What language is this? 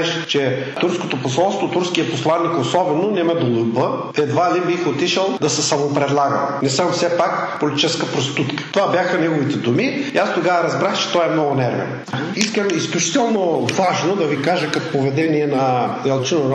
Bulgarian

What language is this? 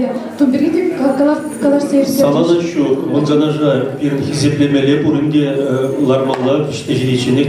Chuvash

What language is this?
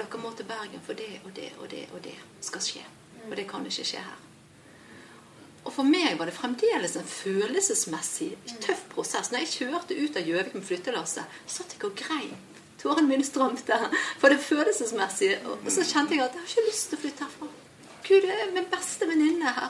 Norwegian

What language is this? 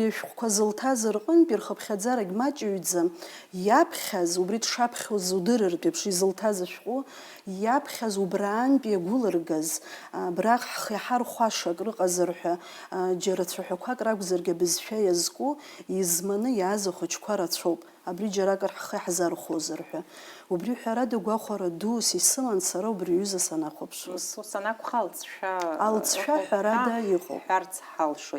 Abkhazian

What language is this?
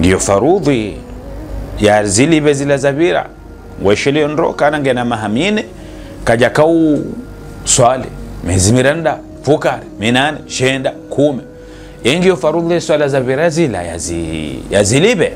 Ngazidja Comorian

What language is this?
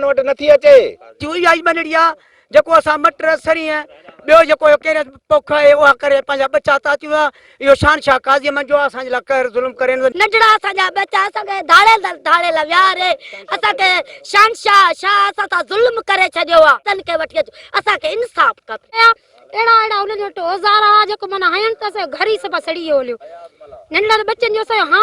Sindhi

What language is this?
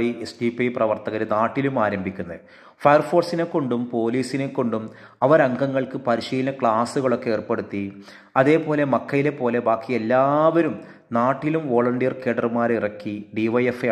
Malayalam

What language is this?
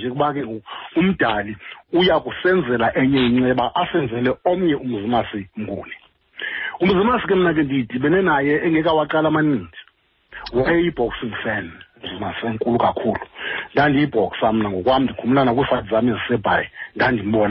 Xhosa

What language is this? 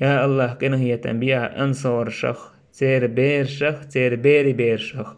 Chechen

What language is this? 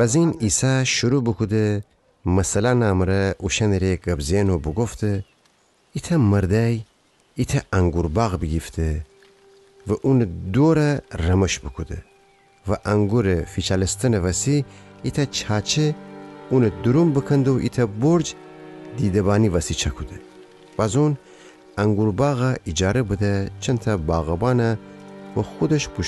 Gilaki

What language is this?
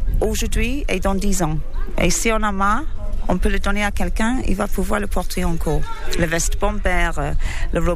French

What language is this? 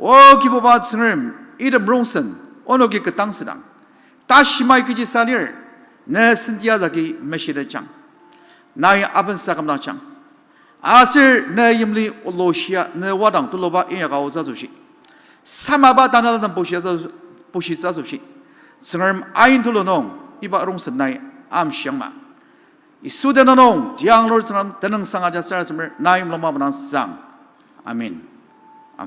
Ao Naga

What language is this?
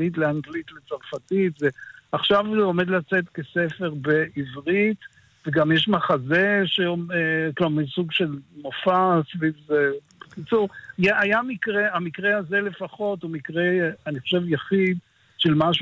Hebrew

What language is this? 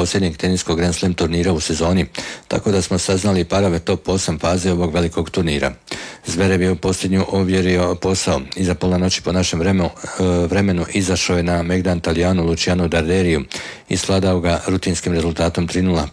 Croatian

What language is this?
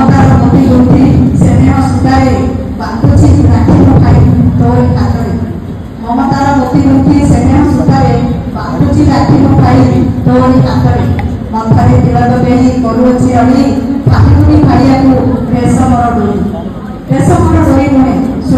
Odia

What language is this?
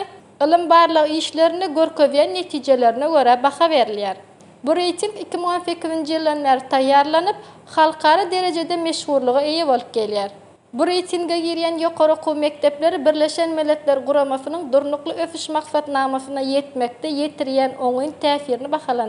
Turkmen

